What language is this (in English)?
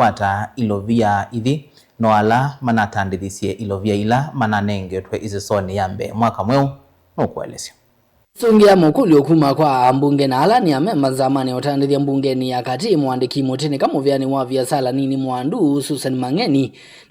Kamba